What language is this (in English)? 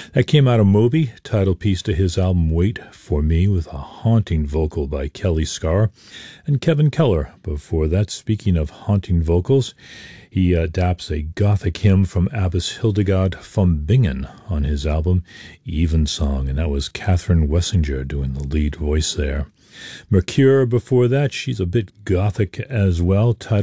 English